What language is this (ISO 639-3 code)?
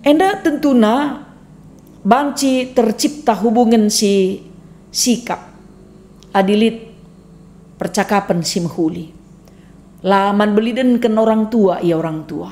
btx